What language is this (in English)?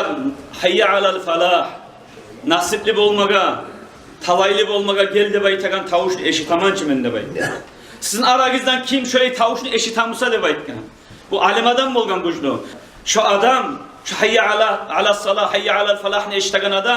Kumyk